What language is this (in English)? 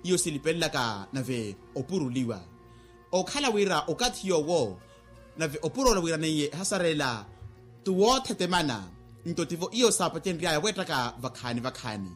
Makhuwa